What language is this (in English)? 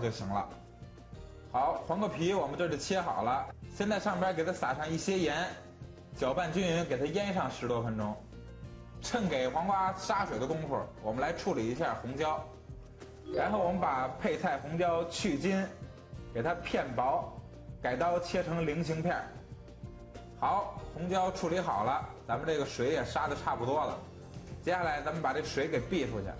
Chinese